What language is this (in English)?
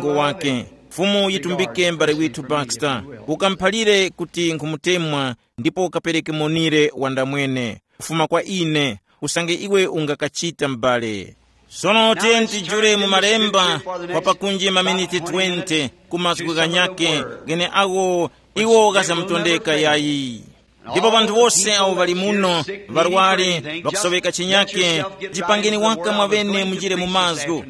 Tumbuka